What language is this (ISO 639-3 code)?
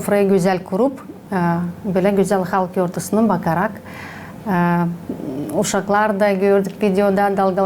gag